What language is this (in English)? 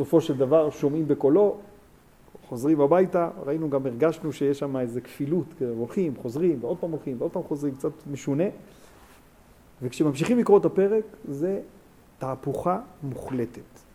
Hebrew